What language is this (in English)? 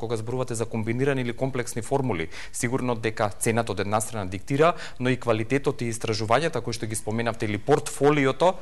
Macedonian